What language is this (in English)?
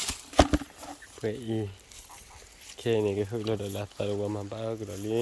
S'gaw Karen